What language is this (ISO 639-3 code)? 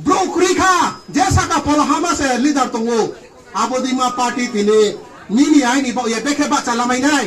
trp